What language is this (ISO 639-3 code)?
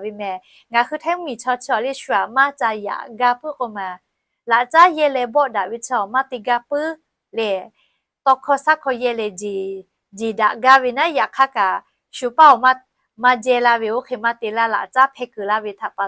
lhu